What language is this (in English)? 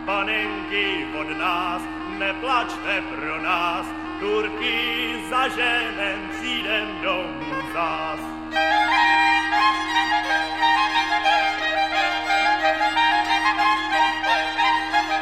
Czech